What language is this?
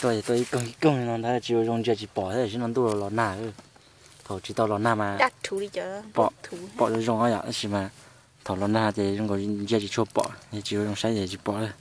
Hmong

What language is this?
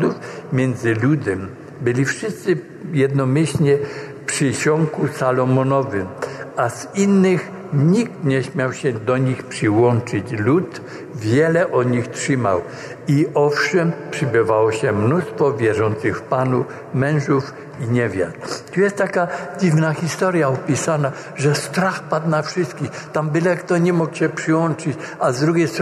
Polish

